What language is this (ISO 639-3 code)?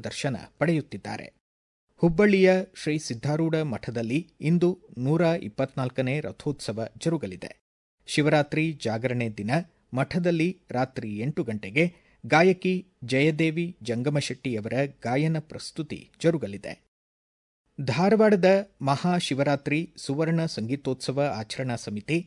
kan